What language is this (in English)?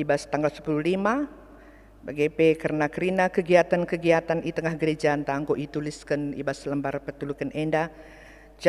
Batak Karo